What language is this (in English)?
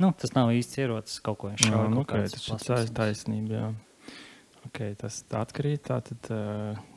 Latvian